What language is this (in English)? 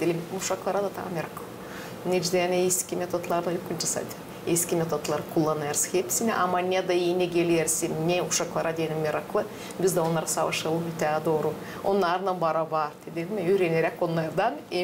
Gagauz